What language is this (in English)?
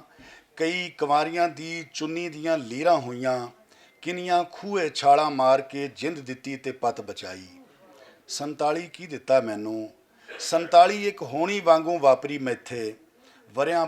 Western Panjabi